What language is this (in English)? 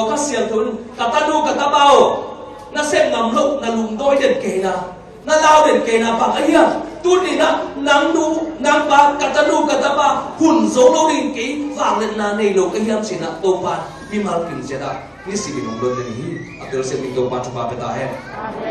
Tedim Chin